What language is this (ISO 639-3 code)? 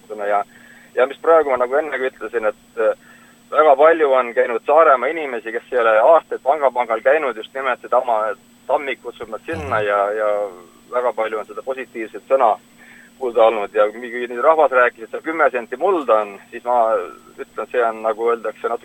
est